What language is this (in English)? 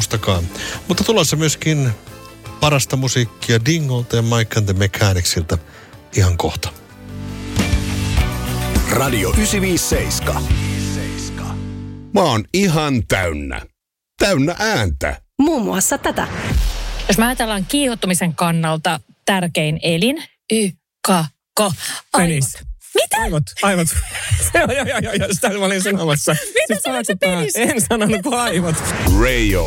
Finnish